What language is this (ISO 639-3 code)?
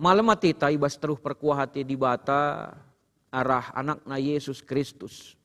btx